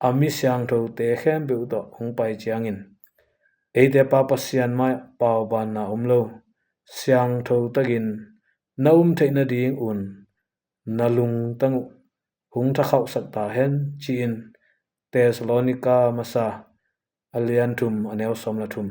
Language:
Tedim Chin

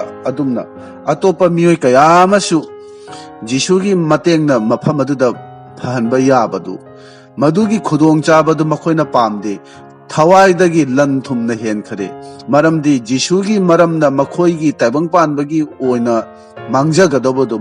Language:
Manipuri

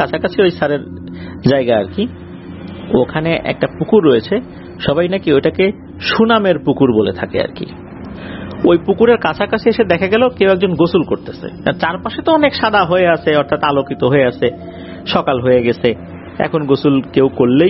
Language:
Bangla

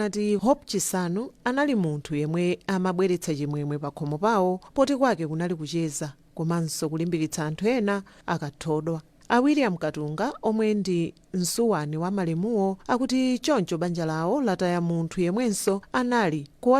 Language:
Nyanja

